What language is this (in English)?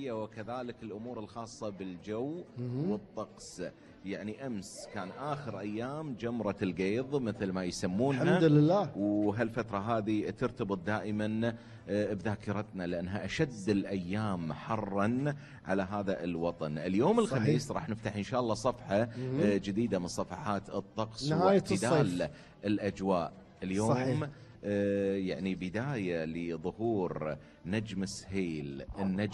Gulf Arabic